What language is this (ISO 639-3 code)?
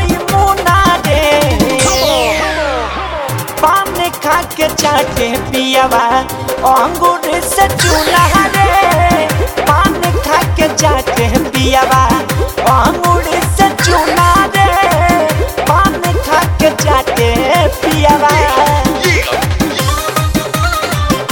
bho